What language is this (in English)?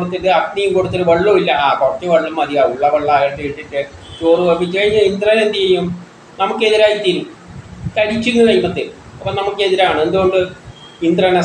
Malayalam